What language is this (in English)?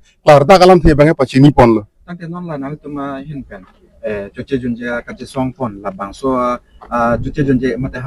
Karbi